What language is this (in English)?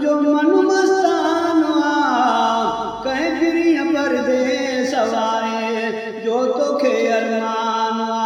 Saraiki